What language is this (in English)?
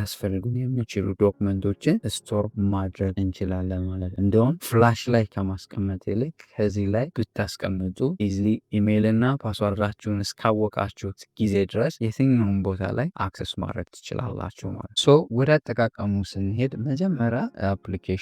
Amharic